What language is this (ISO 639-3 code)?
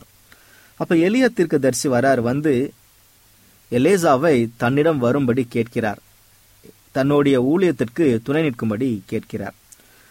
tam